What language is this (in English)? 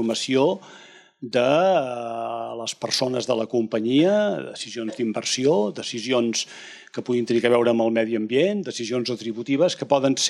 Catalan